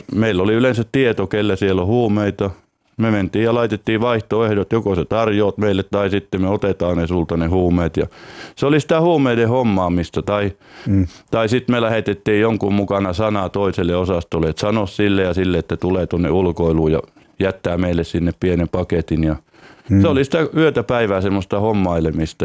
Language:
Finnish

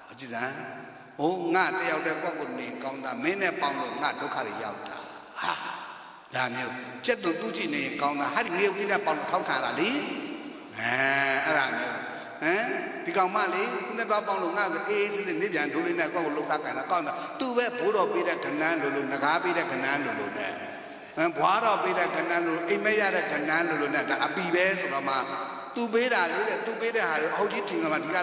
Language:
Burmese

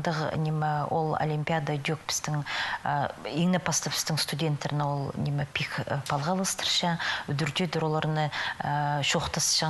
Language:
Khakas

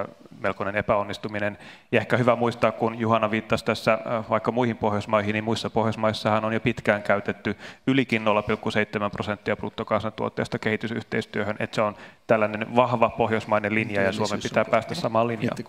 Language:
Finnish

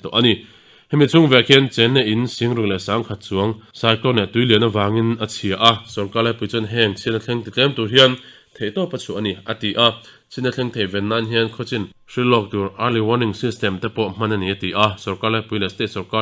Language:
Mizo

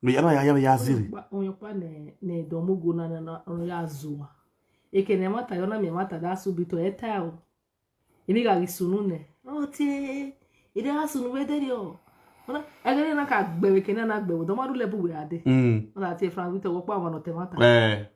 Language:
Nigerian Pidgin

